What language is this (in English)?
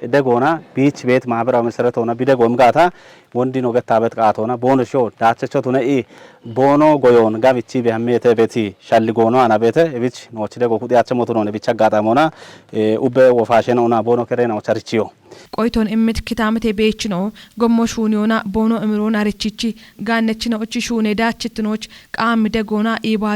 Kafa